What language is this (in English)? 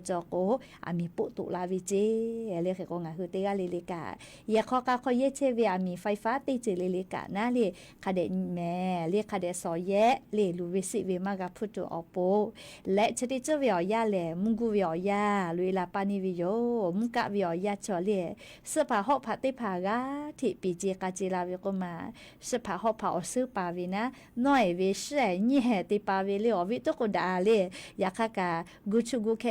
Lahu